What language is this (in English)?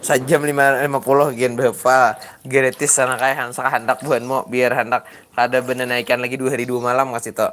Banjar